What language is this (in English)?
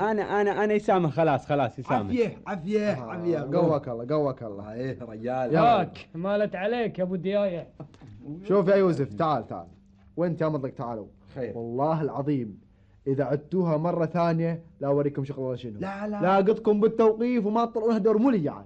Gulf Arabic